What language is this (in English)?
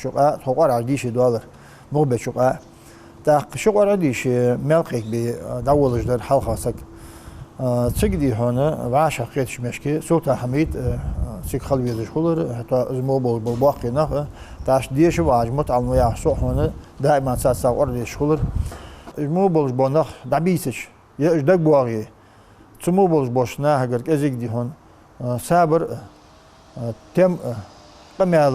Ingush